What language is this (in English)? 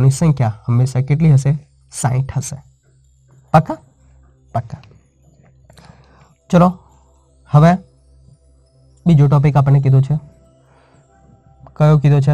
Gujarati